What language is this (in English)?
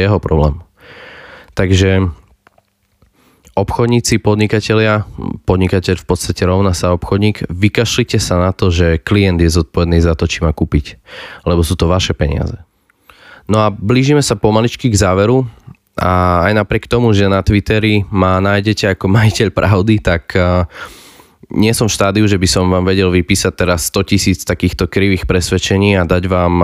Slovak